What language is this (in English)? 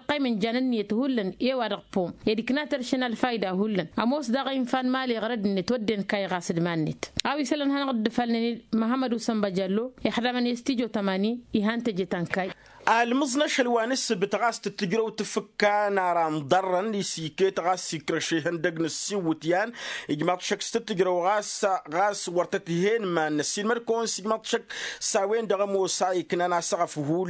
Tamasheq